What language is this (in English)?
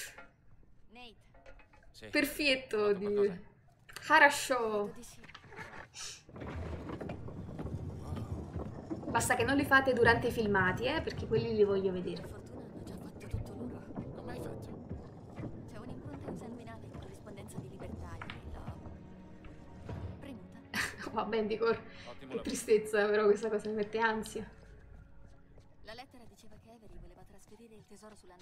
Italian